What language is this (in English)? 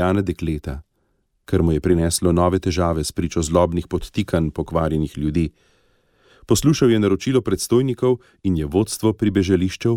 Slovenian